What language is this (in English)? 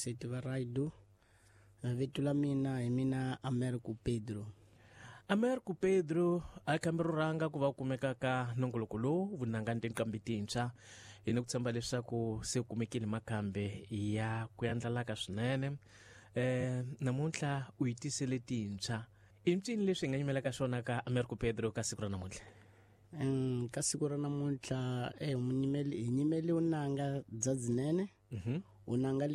Tsonga